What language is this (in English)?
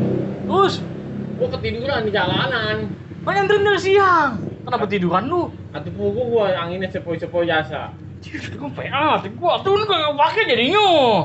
Betawi